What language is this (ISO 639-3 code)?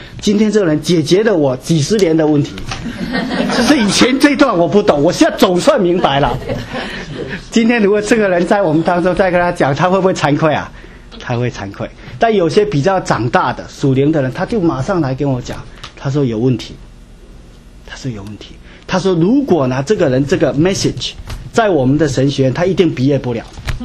zho